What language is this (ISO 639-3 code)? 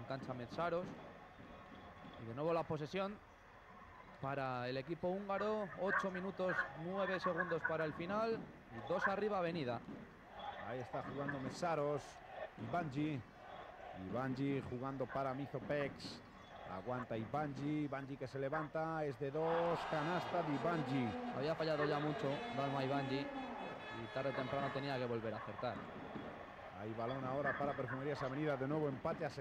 spa